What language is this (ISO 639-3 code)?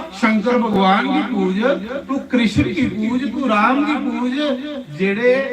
doi